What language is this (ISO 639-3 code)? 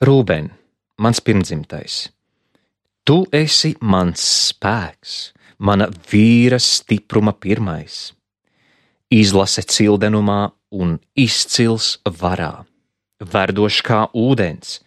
lav